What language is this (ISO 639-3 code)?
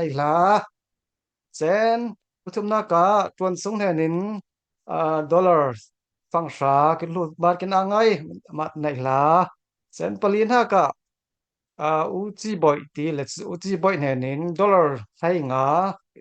cfm